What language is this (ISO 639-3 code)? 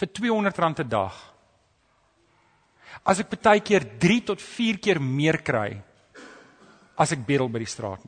afr